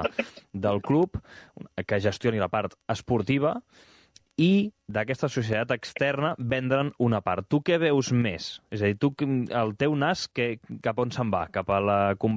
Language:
Catalan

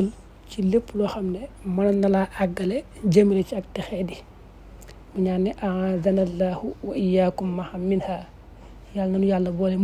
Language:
Wolof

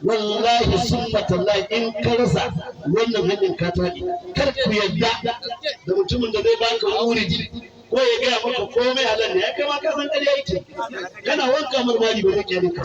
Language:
Hausa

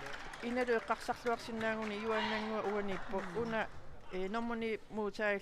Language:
Kalaallisut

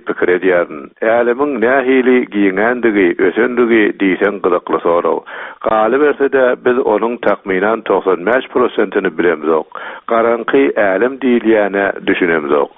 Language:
Turkmen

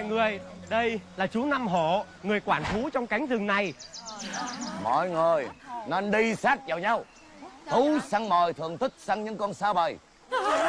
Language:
Vietnamese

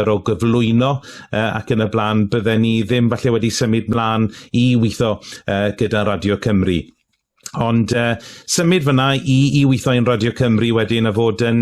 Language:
Welsh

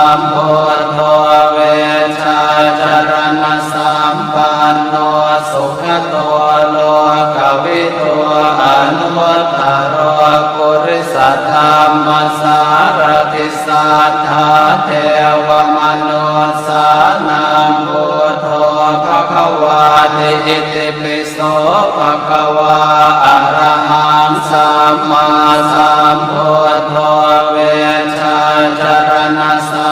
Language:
Pali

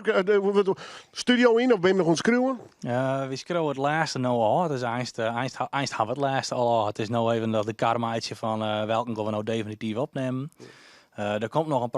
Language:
Western Frisian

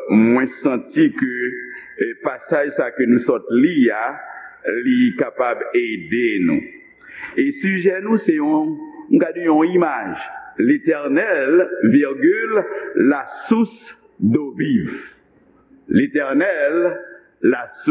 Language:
Haitian Creole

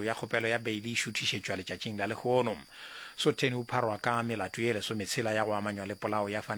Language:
Northern Sotho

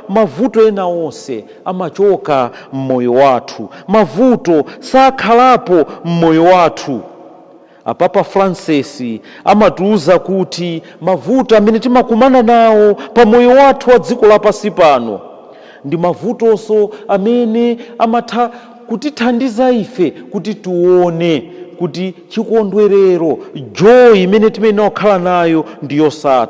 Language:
Nyanja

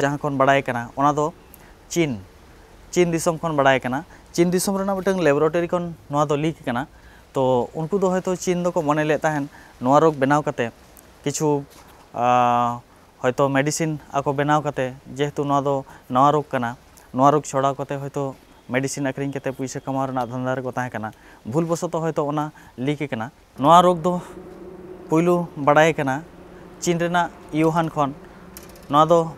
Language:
Santali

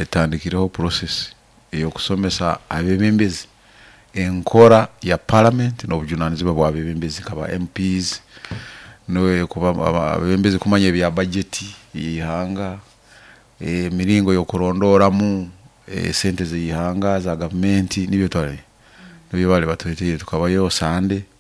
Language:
Nyoro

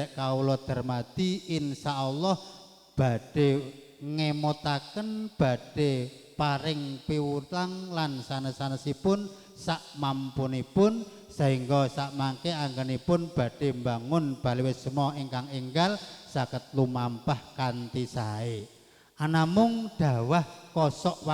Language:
Javanese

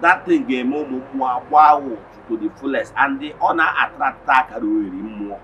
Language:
Igbo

